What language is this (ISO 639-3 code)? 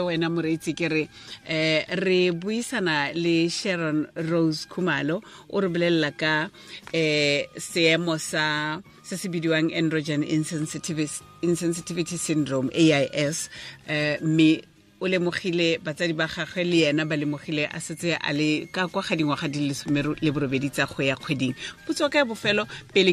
tsn